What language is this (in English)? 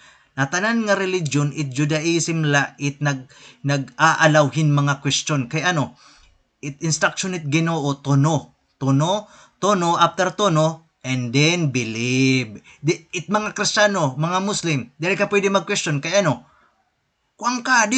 Waray